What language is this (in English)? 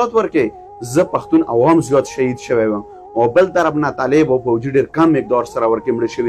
Pashto